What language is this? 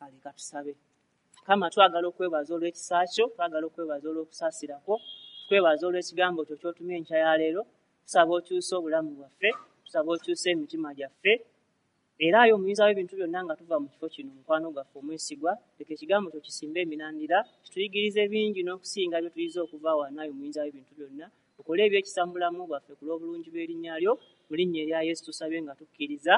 Ganda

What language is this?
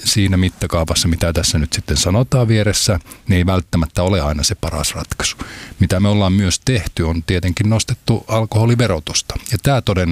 Finnish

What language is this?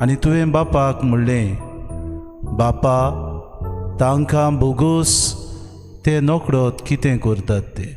Konkani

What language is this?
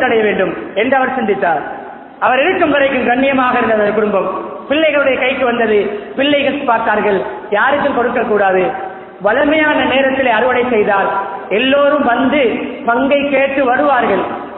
Tamil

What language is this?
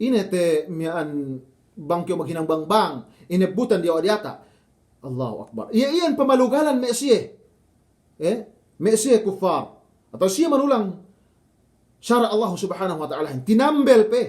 Yakan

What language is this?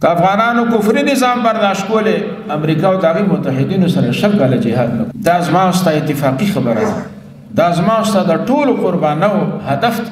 Pashto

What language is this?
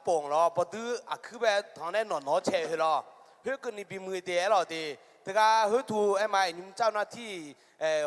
Akha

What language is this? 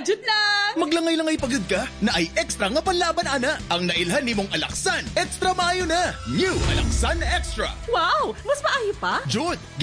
Cebuano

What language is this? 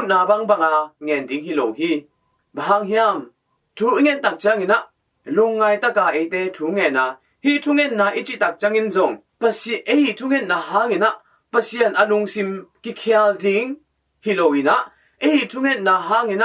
Tedim Chin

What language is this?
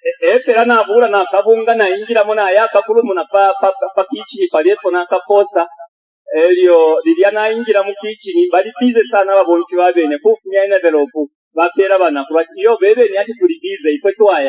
Bemba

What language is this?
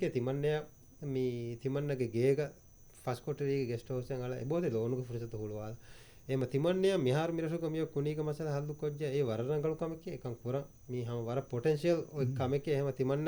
Divehi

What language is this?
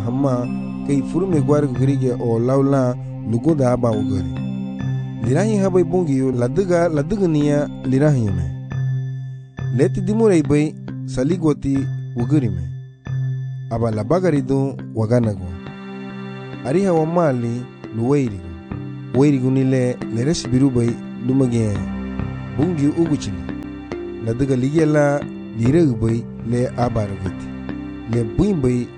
Garifuna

